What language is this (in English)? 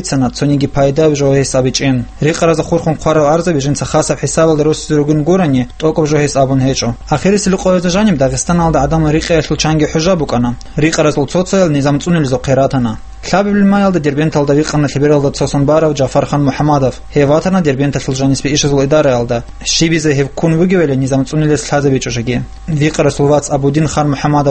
Avaric